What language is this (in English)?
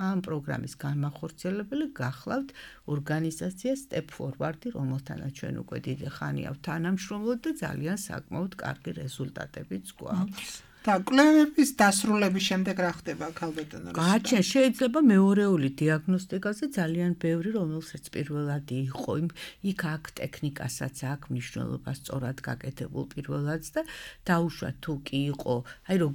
Georgian